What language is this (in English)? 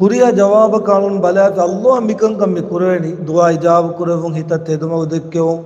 Divehi